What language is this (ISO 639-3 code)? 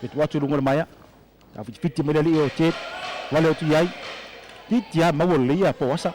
smo